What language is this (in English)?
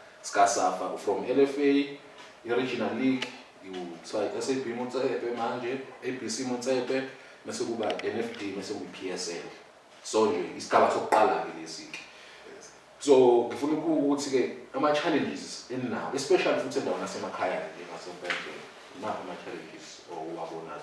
Zulu